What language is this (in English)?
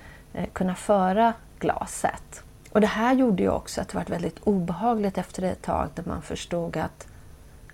Swedish